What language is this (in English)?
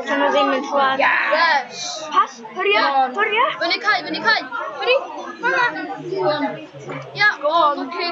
Welsh